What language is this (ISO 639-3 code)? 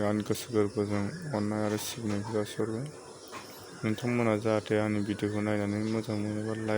brx